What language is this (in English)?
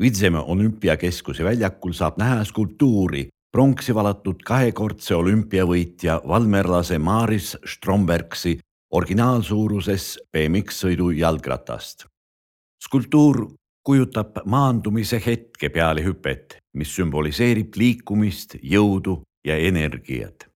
Estonian